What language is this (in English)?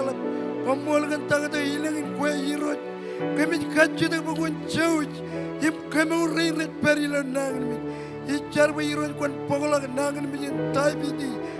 Marshallese